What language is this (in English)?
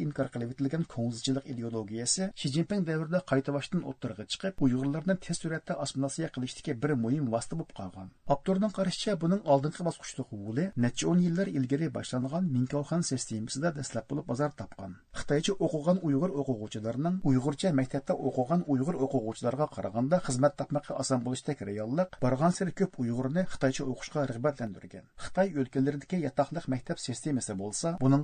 Uyghur